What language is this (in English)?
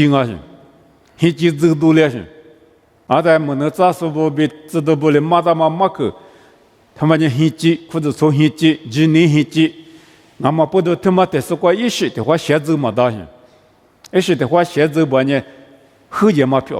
Lisu